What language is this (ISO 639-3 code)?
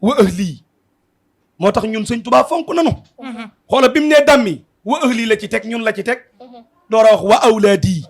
wol